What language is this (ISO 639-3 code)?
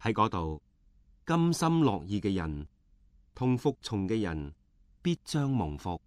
yue